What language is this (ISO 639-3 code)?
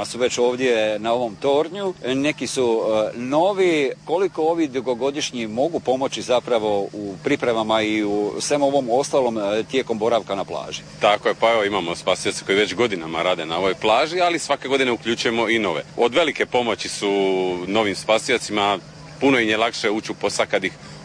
hrv